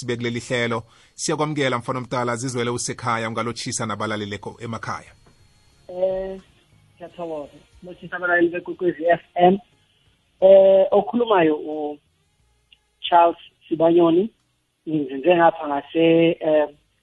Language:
South Ndebele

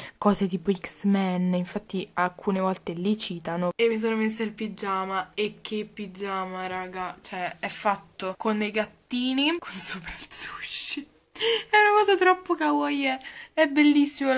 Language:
Italian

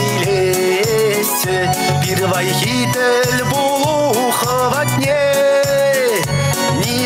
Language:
Chuvash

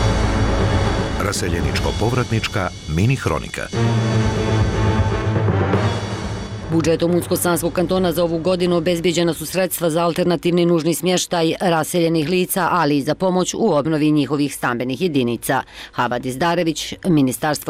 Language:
Bosnian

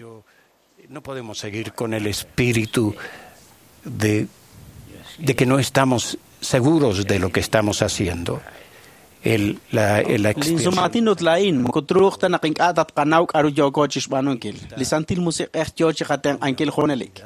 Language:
Kekchí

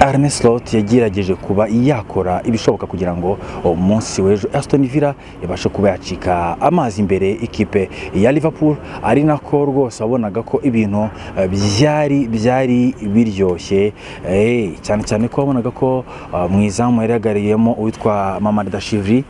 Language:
Kinyarwanda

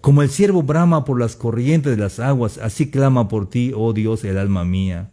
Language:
Tzeltal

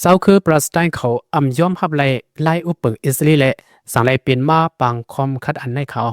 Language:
Lao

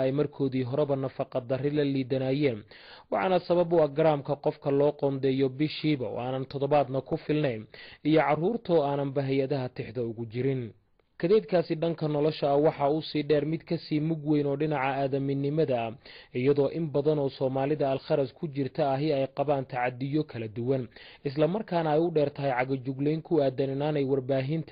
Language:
Somali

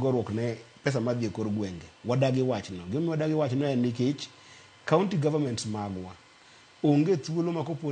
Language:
Luo (Kenya and Tanzania)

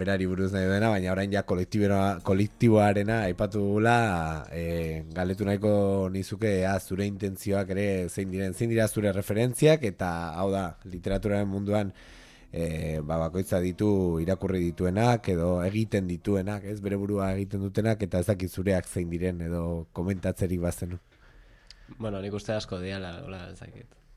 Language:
Basque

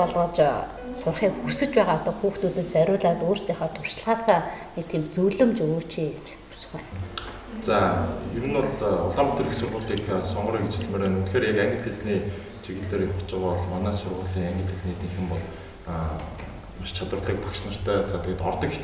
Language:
Mongolian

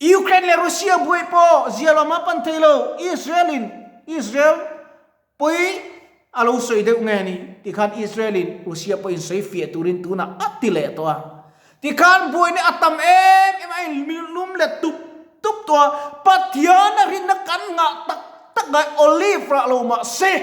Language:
Mizo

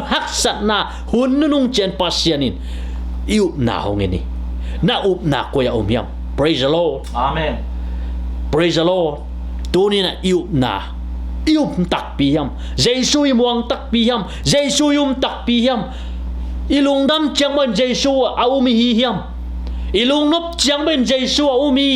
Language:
Tedim Chin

